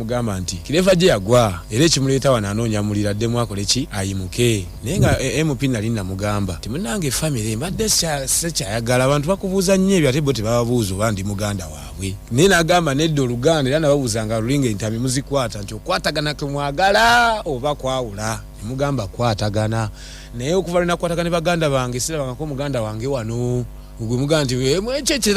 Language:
Ganda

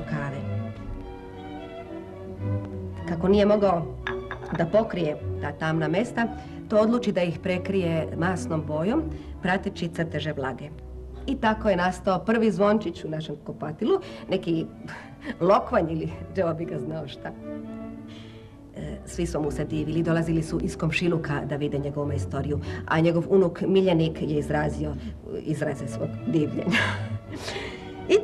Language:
Serbian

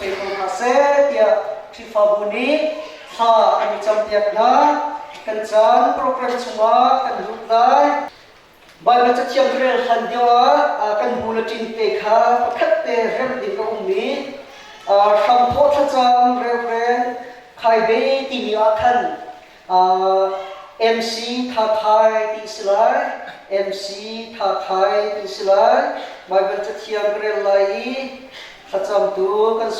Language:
Hakha Chin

